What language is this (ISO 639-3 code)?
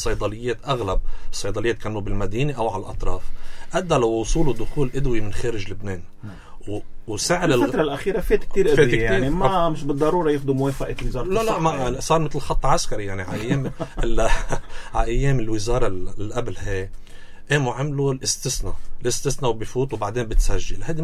apc